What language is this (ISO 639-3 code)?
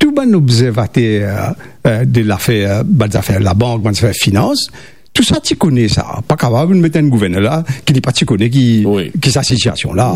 mfe